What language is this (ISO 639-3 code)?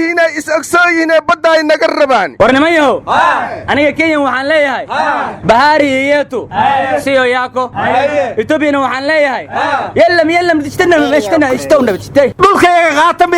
som